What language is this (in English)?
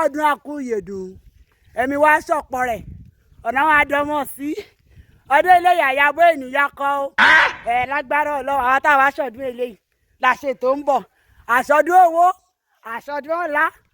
Yoruba